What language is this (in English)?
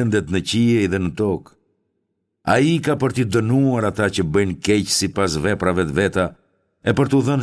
Albanian